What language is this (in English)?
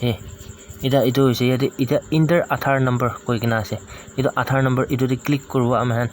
Naga Pidgin